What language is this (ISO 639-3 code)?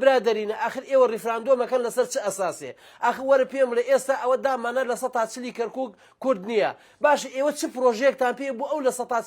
ckb